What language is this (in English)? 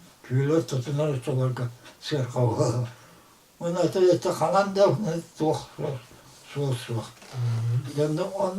Yakut